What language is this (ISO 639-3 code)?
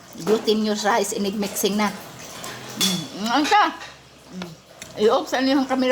ceb